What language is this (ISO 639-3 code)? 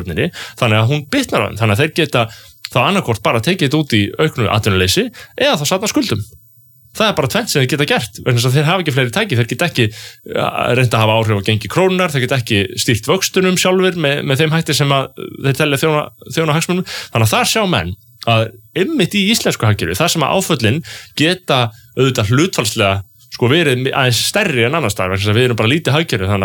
isl